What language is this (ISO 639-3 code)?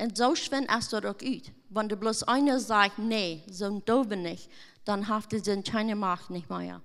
pdt